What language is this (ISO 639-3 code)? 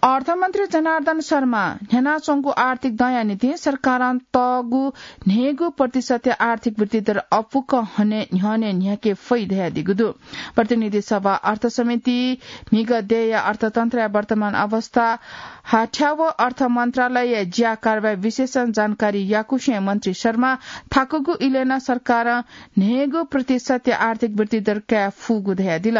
new